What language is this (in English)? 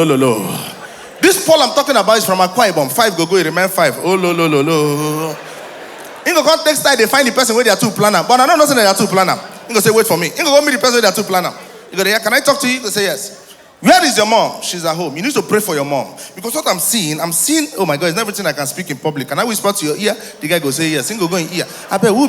Nigerian Pidgin